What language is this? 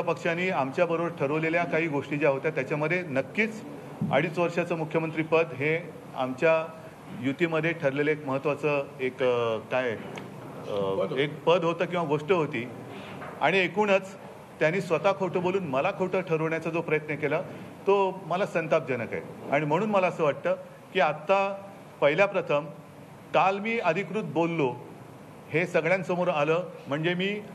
Marathi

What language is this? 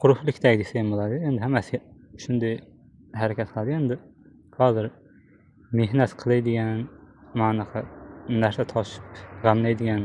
Uzbek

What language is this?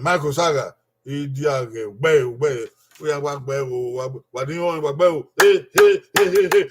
Bini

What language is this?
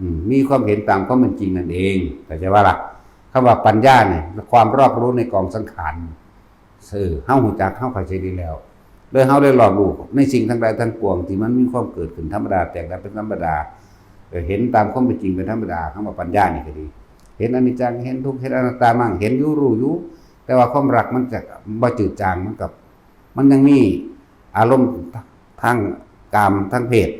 Northeastern Thai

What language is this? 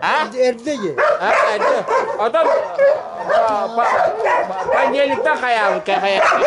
Yakut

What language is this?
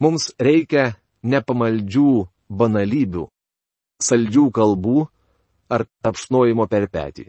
Lithuanian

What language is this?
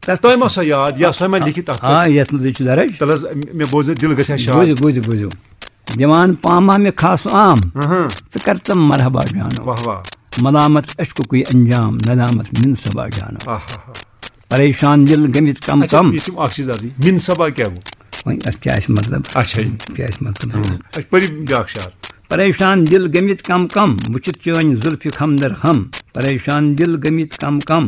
Kashmiri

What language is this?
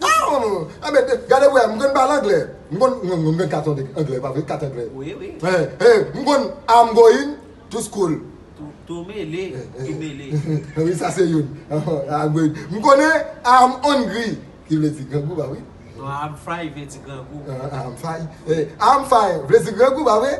Haitian Creole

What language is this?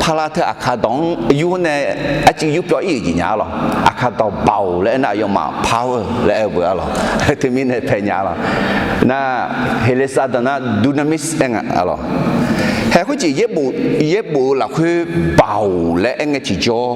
Akha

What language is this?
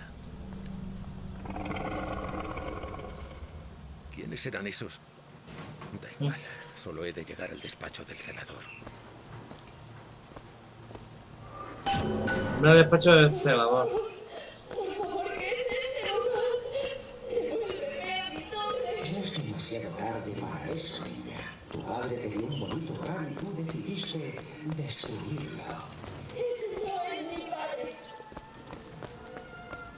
Spanish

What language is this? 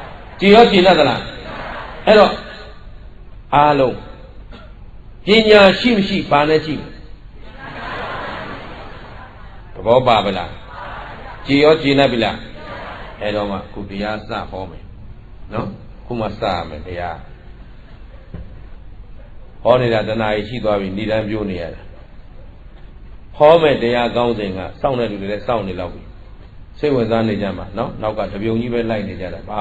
Burmese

